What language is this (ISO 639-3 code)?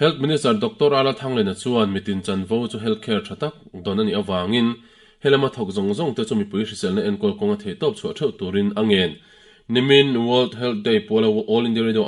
lus